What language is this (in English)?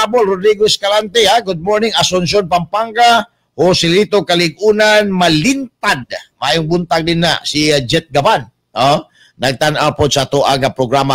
Cebuano